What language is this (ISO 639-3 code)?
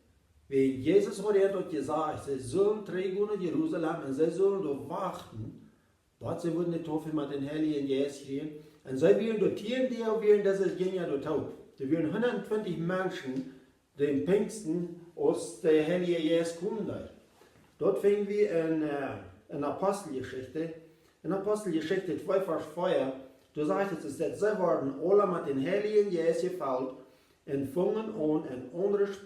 pdt